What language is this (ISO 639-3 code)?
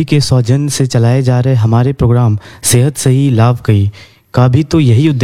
hin